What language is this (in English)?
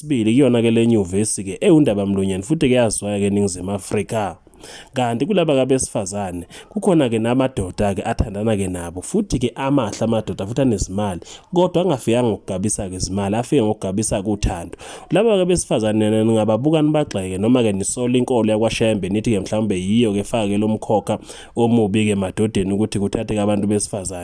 Zulu